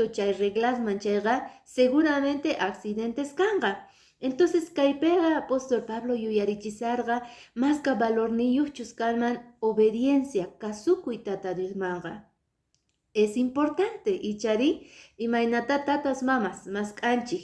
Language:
Quechua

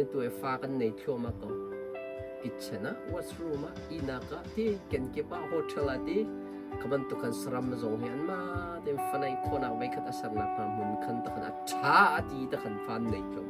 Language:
Hakha Chin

